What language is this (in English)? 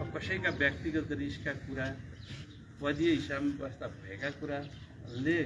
Nepali